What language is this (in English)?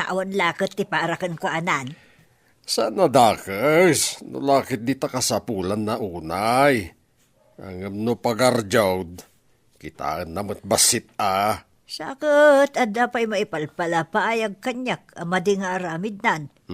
Iloko